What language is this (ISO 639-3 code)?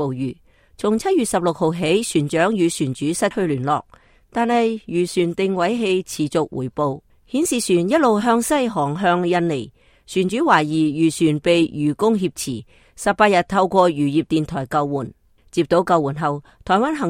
yue